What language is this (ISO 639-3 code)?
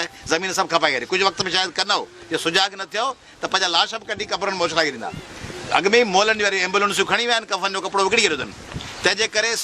snd